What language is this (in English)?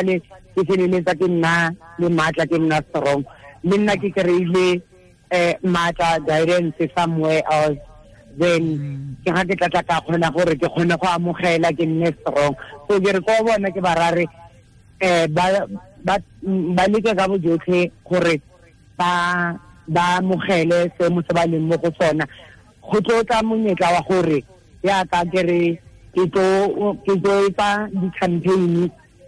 Tswana